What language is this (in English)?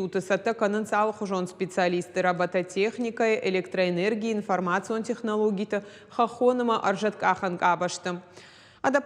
Ossetic